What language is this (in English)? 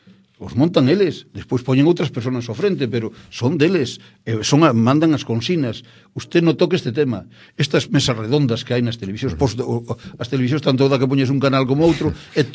Galician